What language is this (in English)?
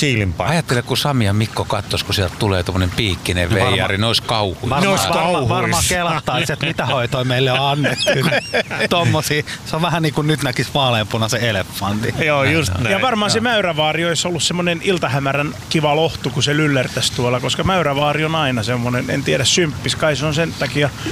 Finnish